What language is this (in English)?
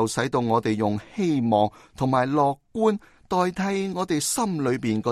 Cantonese